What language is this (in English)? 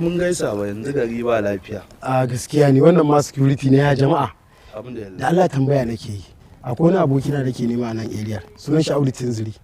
Hausa